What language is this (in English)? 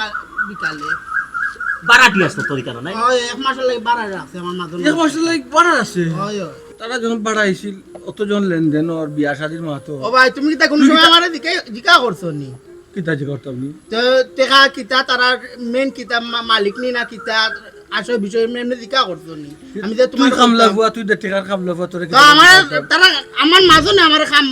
Sylheti